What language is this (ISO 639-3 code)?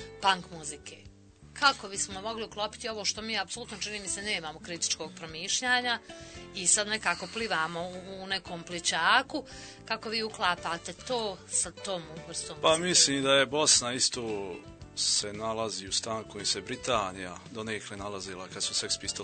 bos